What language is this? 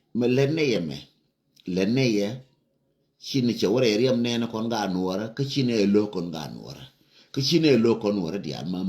Nuer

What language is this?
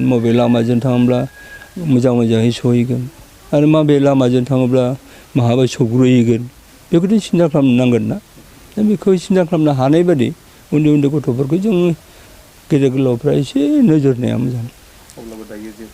Bodo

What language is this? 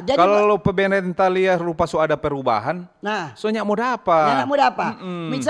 Manado Malay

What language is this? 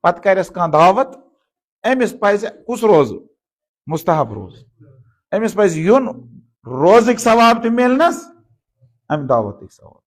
Kashmiri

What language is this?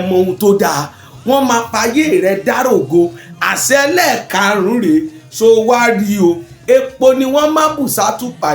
Yoruba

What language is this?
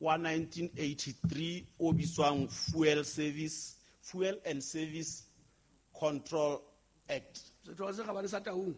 Southern Sotho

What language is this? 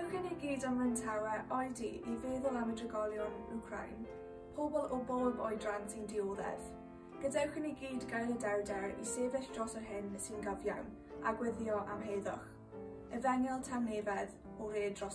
Welsh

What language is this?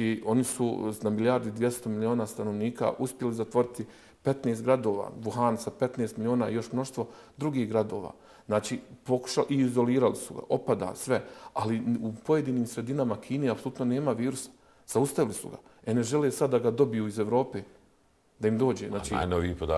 Bosnian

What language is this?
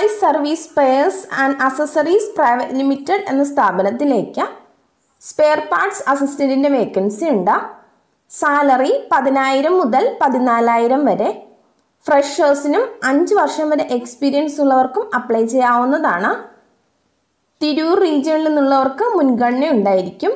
Malayalam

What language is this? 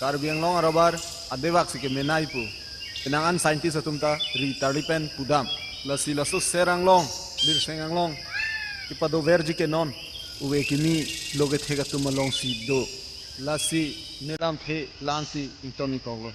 Karbi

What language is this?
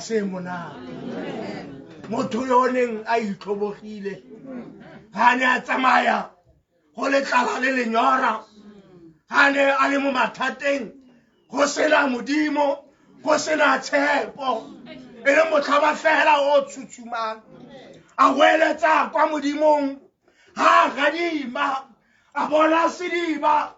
Tswana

